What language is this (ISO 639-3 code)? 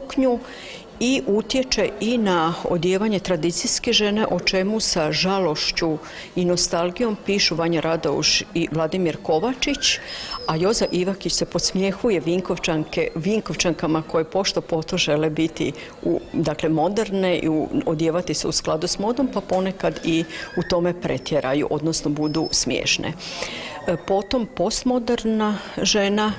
hrv